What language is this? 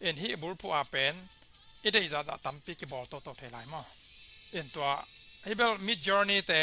Tedim Chin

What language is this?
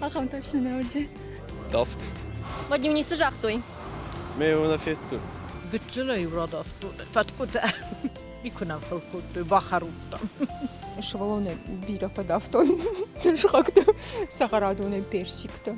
Ossetic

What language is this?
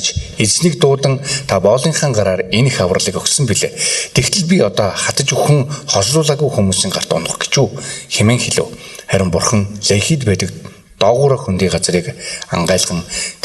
Mongolian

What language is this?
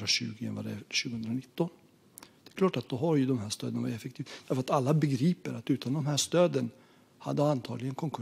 Swedish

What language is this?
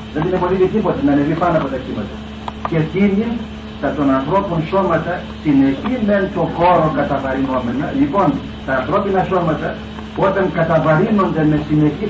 Greek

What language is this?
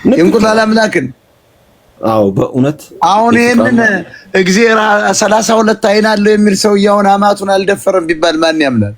Amharic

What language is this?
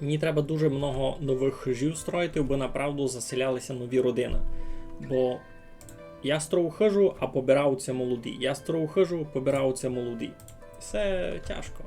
Rusyn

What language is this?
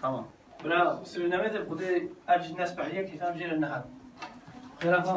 Kurdish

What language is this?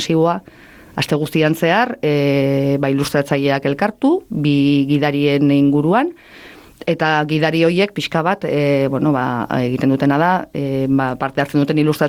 Basque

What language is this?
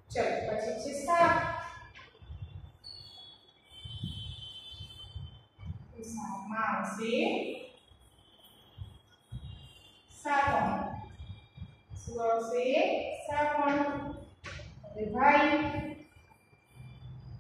Gujarati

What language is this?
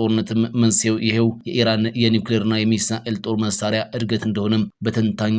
Amharic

